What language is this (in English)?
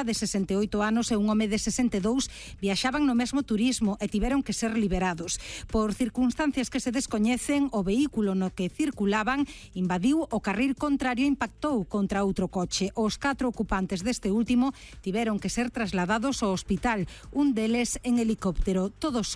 Galician